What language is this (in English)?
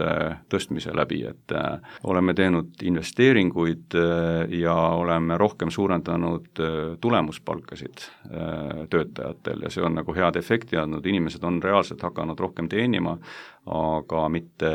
Estonian